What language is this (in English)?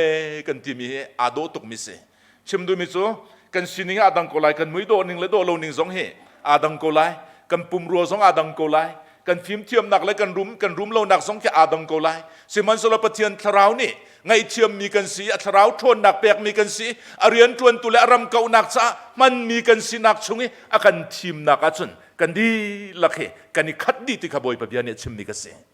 Hakha Chin